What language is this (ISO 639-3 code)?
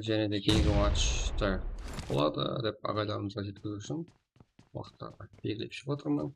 kaa